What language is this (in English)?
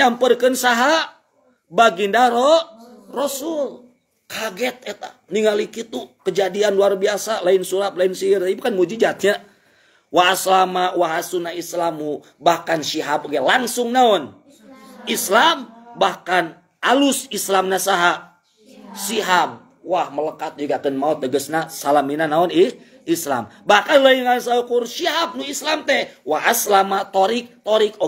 Sundanese